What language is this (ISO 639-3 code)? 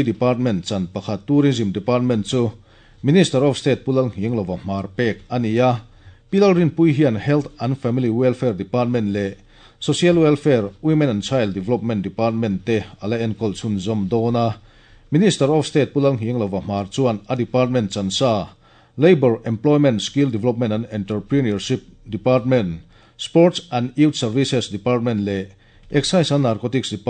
lus